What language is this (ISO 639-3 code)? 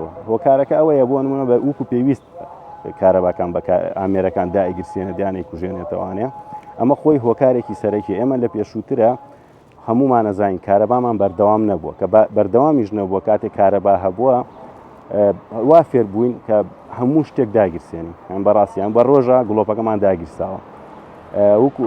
ckb